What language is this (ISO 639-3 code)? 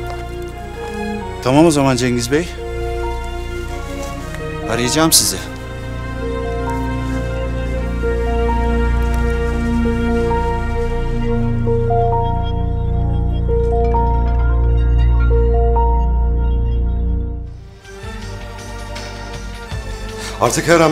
tur